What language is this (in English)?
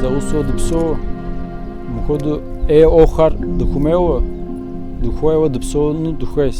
Kabardian